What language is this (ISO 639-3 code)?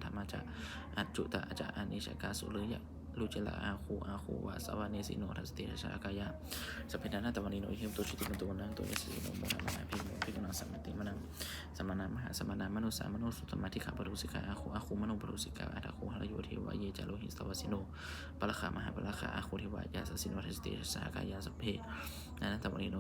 pli